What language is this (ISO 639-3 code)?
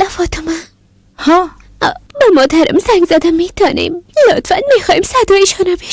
fas